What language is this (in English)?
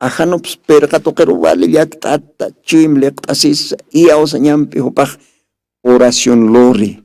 Aymara